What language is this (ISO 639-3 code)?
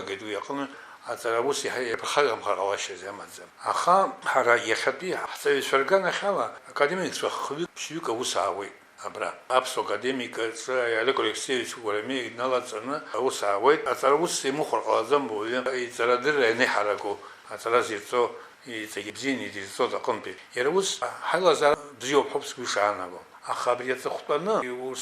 abk